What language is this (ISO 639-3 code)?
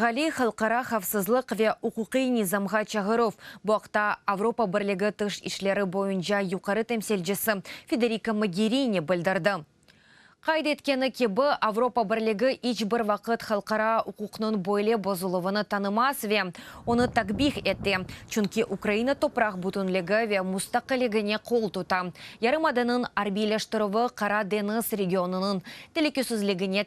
crh